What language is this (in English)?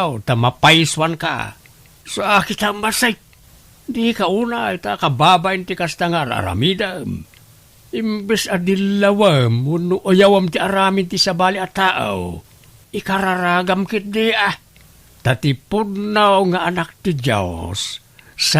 Iloko